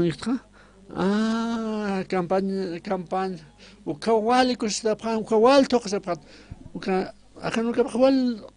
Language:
Aymara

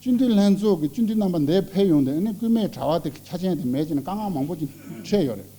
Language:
Tibetan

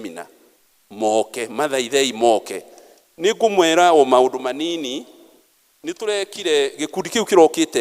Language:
Kikuyu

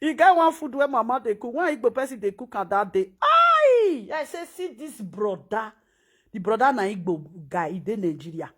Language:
Nigerian Pidgin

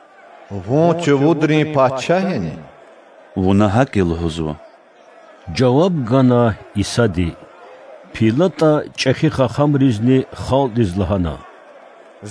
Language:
Lezghian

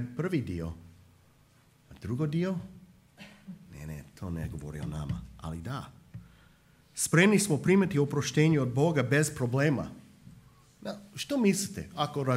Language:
Croatian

